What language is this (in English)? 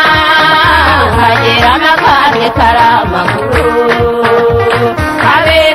Kinyarwanda